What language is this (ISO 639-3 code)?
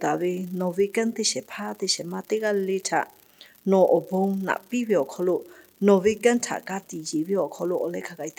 lhu